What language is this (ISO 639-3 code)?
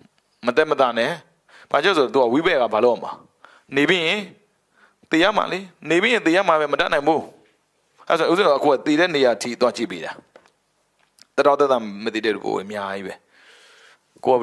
mya